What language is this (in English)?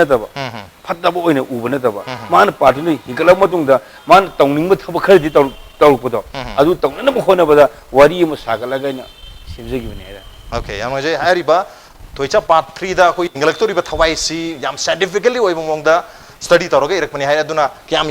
Manipuri